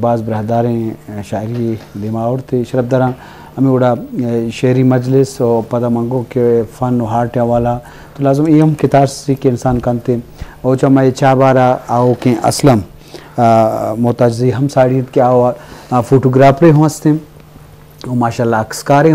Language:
Eastern Balochi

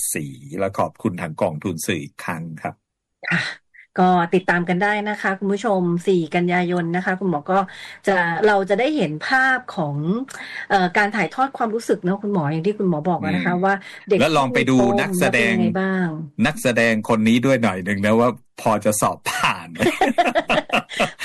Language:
Thai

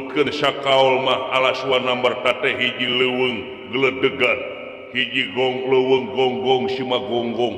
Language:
Sundanese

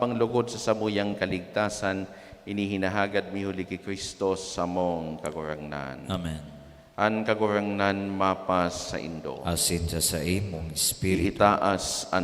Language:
Bikol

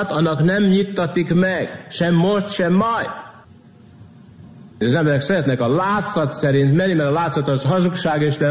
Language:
Hungarian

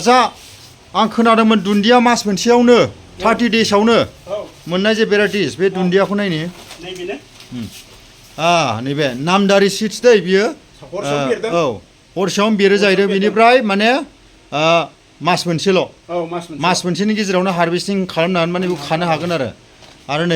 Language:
Bodo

